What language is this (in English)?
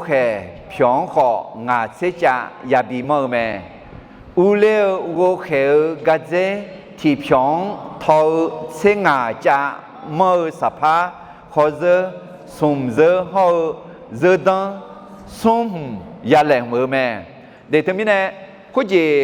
Akha